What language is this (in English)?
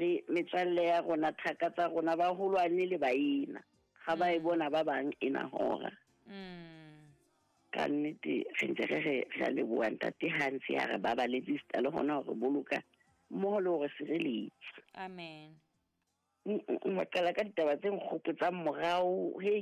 Southern Sotho